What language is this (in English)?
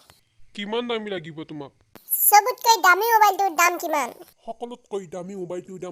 Assamese